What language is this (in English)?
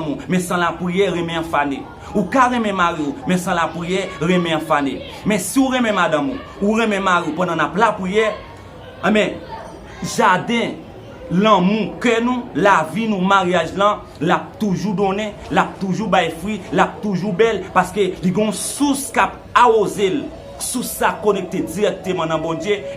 Haitian Creole